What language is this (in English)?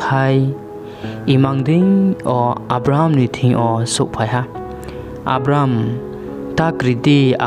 Riang (India)